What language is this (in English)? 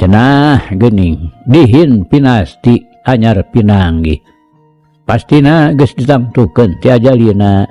Sundanese